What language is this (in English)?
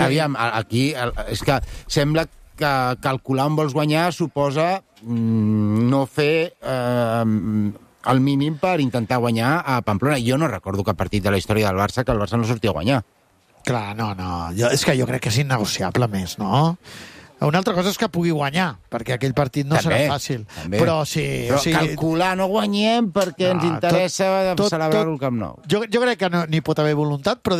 Catalan